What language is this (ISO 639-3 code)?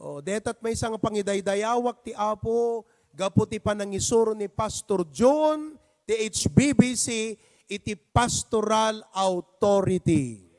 ilo